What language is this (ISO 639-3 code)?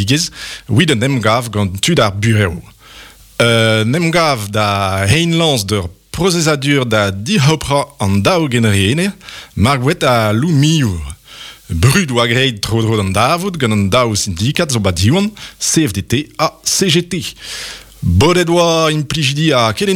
bre